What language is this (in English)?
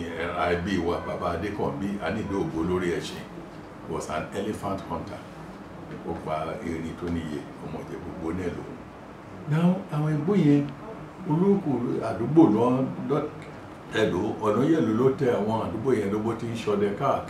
Yoruba